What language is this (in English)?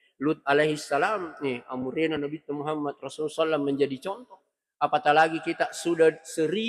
Buginese